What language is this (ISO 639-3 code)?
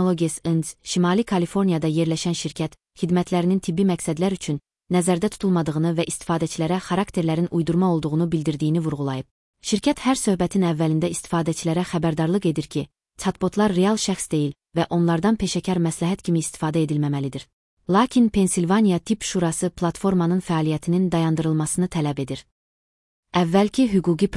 aze